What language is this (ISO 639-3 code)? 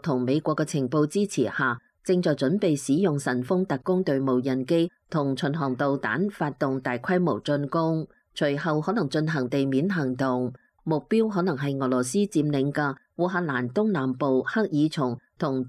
yue